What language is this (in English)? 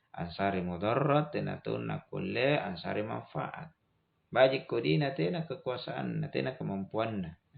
Makasar